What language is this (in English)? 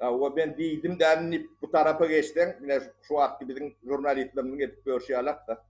Turkmen